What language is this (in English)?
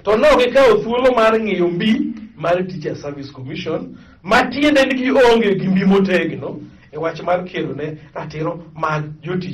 Luo (Kenya and Tanzania)